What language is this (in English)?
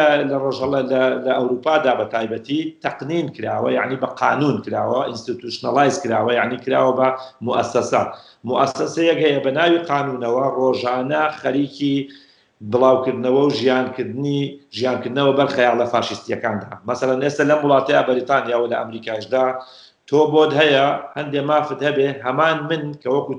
Central Kurdish